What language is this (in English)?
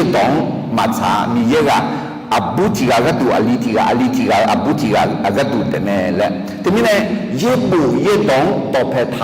Akha